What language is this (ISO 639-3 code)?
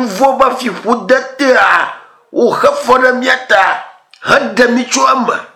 ewe